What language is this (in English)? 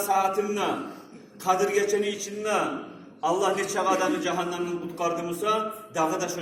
Kumyk